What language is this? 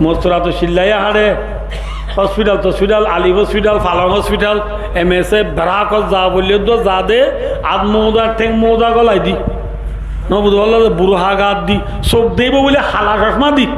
Rohingya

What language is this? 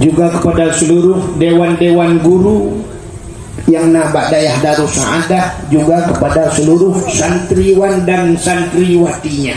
Achinese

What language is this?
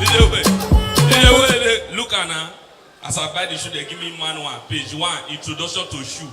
Nigerian Pidgin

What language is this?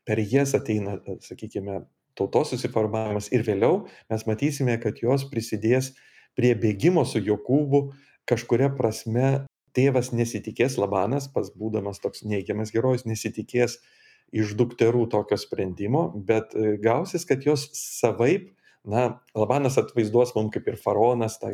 Lithuanian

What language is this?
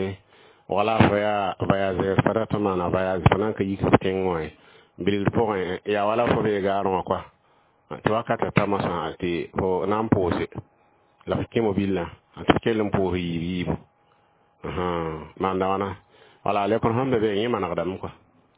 Mossi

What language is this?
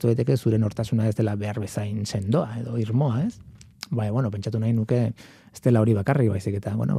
Basque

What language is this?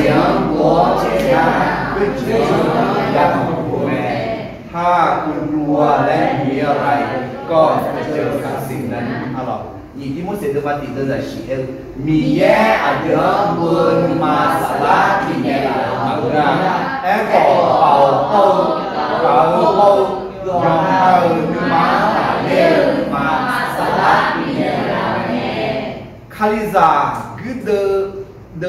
Akha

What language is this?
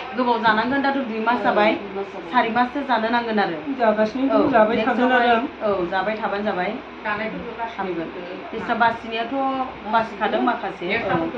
Bodo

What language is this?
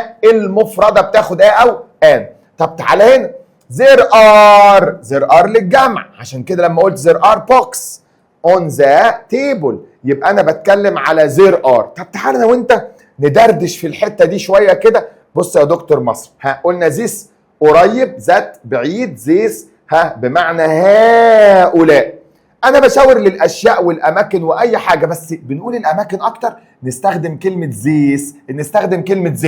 Egyptian Arabic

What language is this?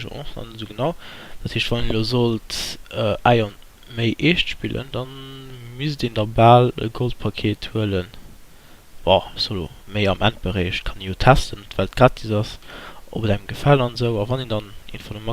Luxembourgish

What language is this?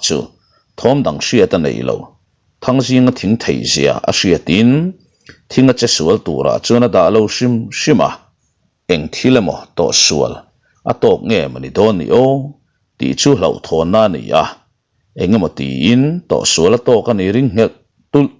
Mizo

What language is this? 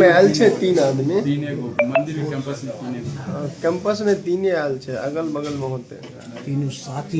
Maithili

